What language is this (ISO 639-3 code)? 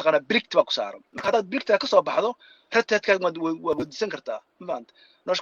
som